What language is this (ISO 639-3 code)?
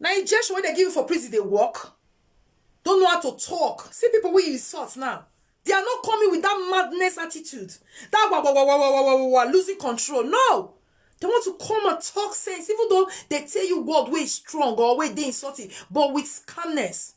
pcm